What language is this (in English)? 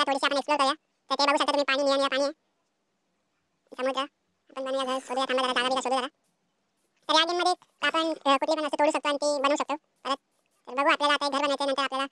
Marathi